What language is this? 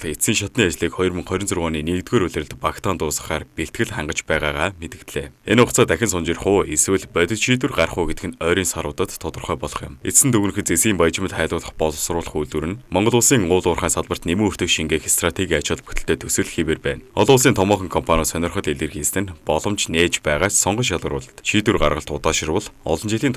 Mongolian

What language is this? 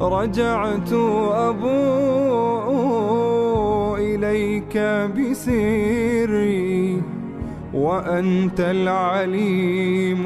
Gulf Arabic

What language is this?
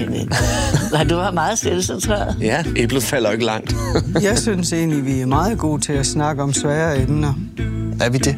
Danish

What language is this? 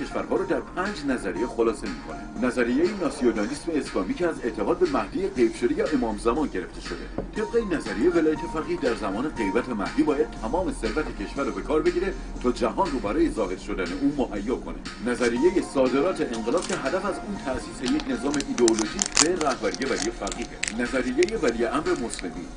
Persian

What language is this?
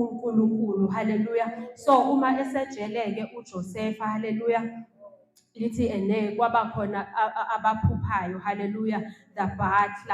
Zulu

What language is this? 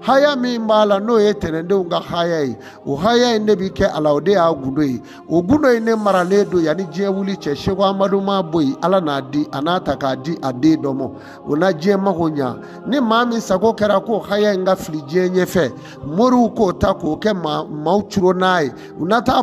Bambara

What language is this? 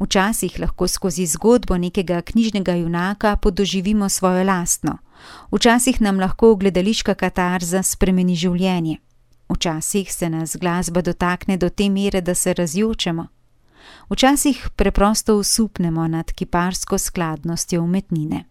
Slovenian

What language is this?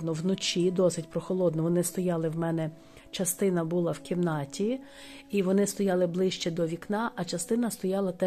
Ukrainian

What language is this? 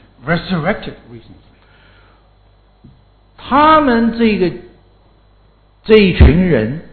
Chinese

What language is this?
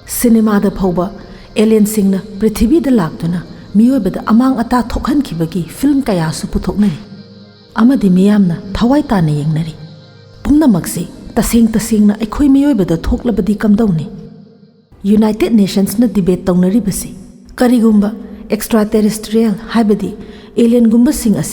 Manipuri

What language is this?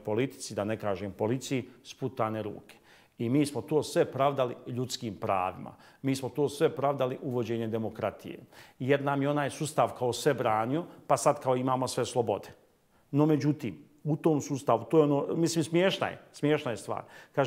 Bosnian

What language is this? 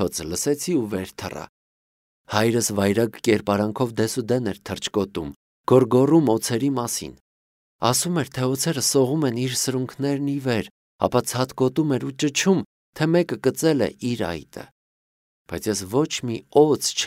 Armenian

